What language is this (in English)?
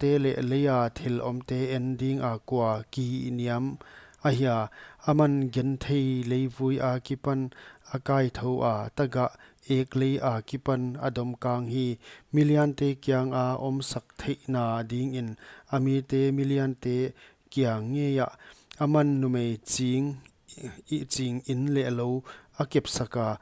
Paite Chin